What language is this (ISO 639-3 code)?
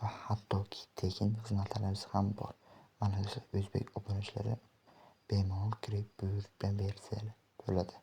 uzb